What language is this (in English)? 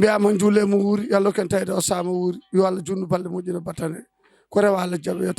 Fula